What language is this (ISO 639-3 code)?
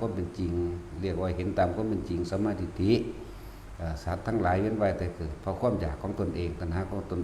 tts